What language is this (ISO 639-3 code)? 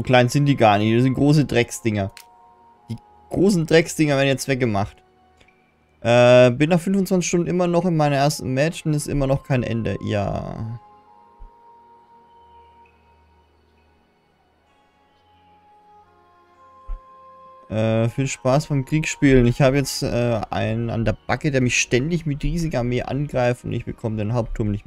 deu